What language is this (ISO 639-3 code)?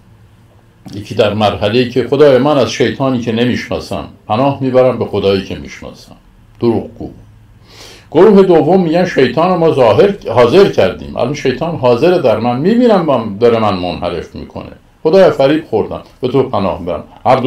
fas